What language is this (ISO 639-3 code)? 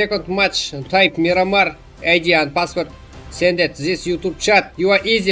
kaa